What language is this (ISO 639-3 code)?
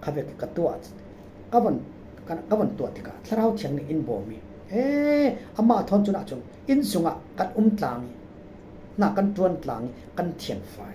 cfm